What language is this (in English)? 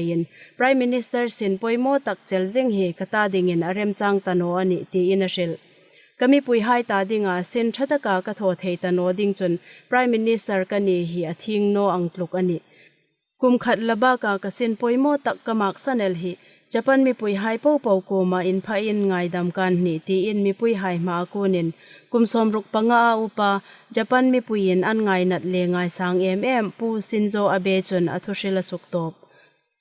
Hmar